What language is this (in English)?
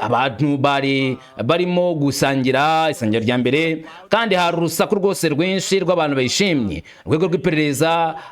Kinyarwanda